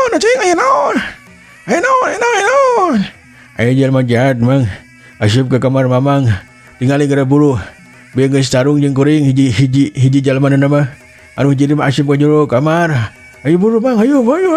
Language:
Sundanese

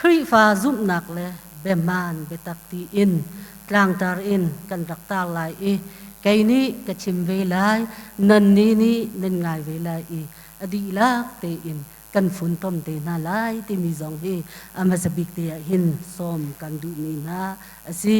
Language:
Hakha Chin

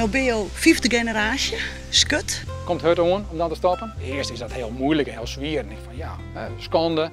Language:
Western Frisian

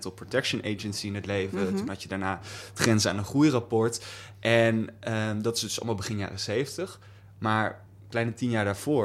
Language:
Dutch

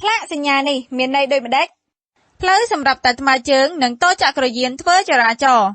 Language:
Khmer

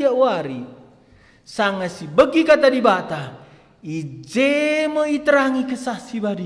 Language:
Batak Karo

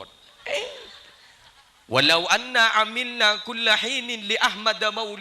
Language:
Madurese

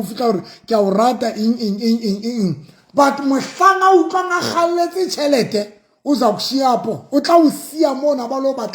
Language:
Southern Sotho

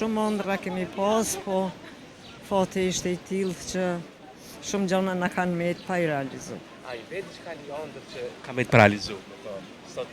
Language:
Albanian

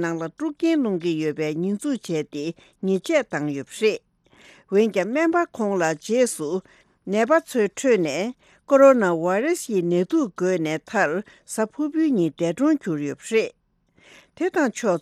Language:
Tibetan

